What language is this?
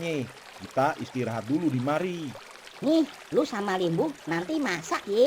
Betawi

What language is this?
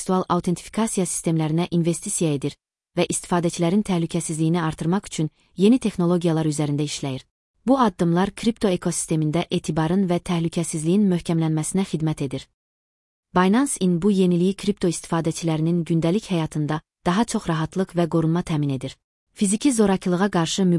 Azerbaijani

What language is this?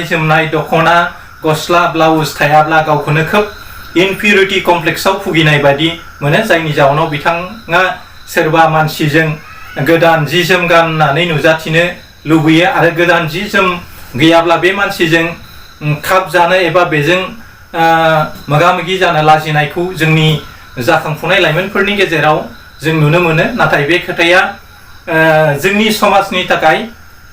Bodo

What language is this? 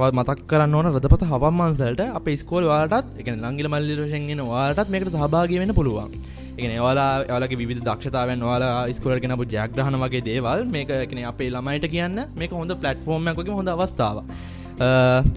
Sinhala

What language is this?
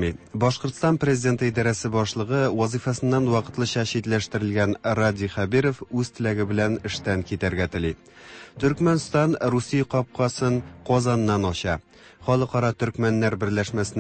Tatar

